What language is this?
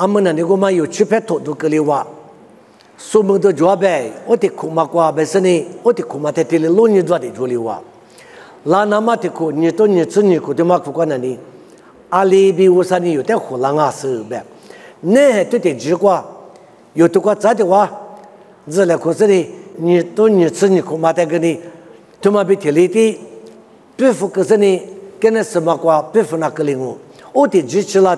Lisu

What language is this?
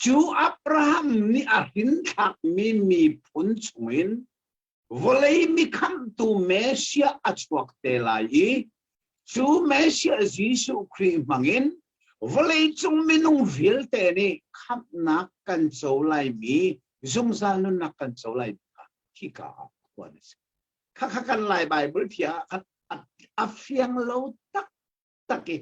Hakha Chin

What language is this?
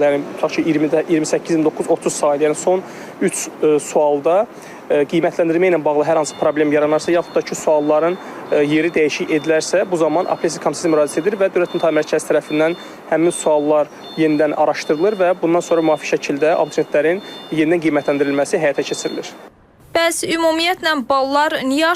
Azerbaijani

